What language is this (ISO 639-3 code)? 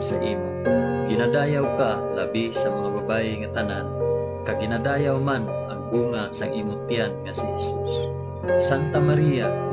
hil